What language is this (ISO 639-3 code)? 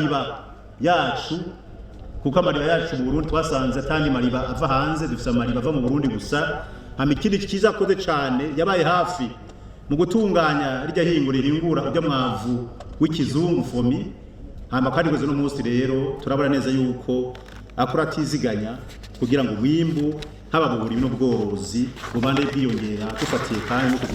run